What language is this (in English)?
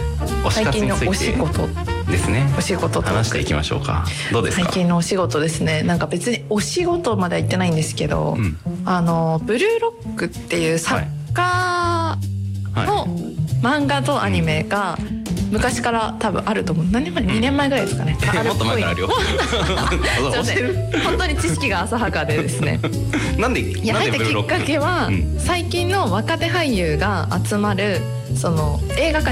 Japanese